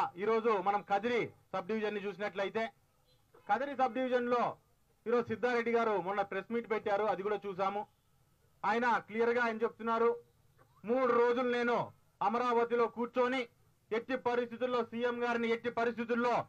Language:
Telugu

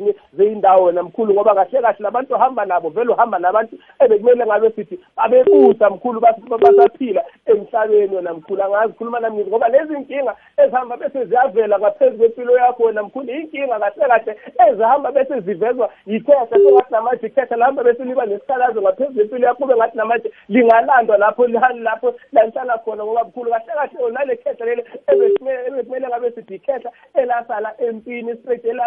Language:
South Ndebele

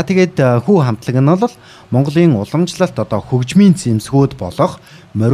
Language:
Mongolian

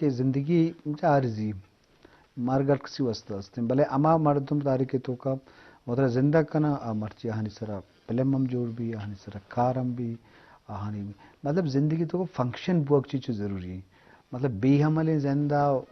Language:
Eastern Balochi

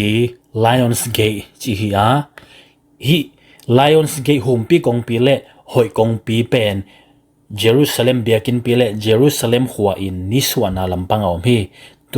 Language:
Tedim Chin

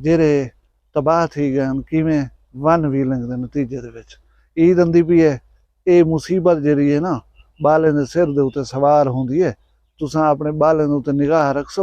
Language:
Saraiki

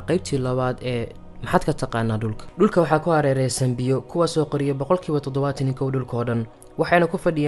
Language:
Somali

